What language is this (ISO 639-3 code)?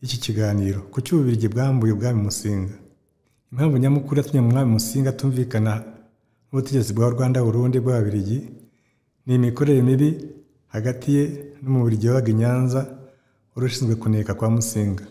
kin